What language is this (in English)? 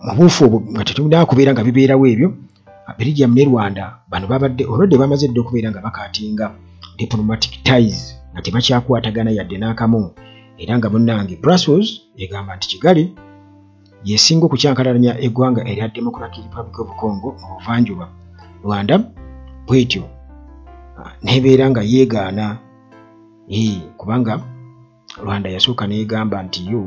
Ganda